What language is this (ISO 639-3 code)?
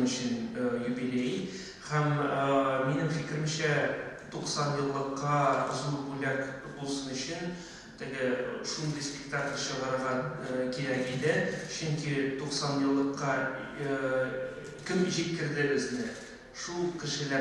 tat